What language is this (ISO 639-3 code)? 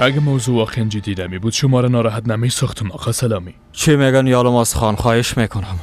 fas